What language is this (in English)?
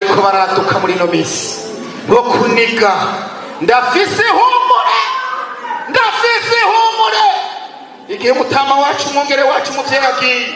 Rundi